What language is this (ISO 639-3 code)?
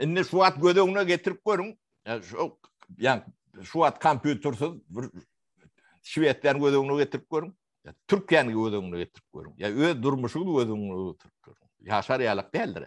tuk